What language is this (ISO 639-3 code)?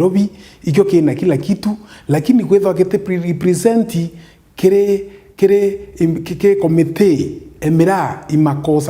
mer